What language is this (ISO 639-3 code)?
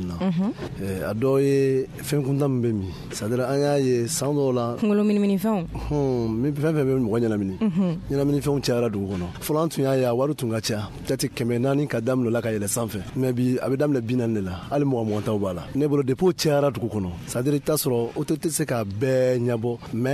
bam